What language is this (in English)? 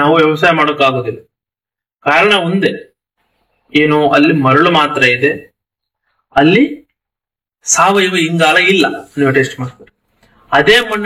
Kannada